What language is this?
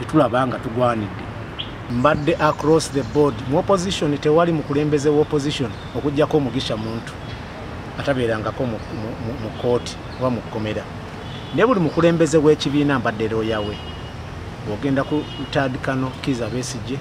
Ganda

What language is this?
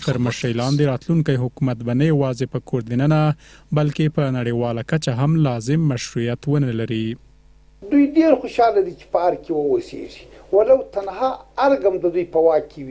Pashto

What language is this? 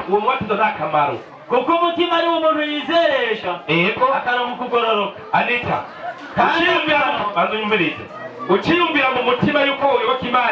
Rundi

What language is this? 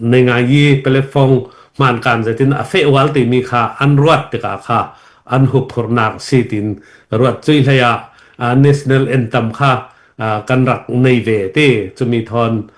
Hakha Chin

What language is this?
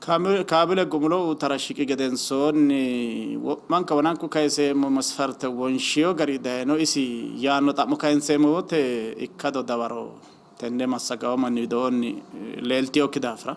Sidamo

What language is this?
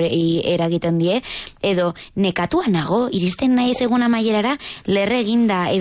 Basque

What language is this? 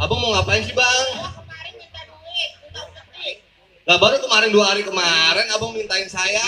Betawi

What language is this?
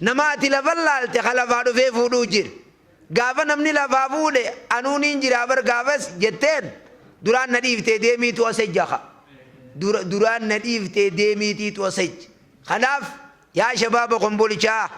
Oromo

